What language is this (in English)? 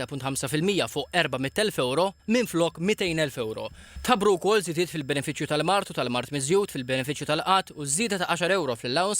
Maltese